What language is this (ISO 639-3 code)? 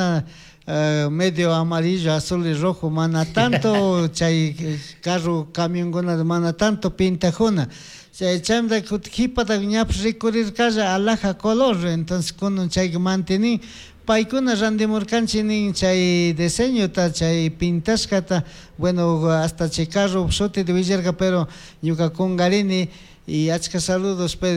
qug